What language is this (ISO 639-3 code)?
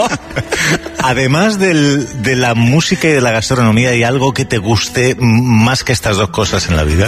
spa